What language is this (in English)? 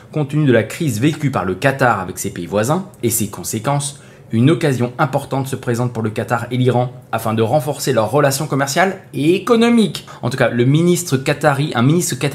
French